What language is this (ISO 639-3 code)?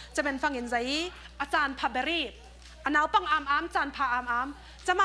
cfm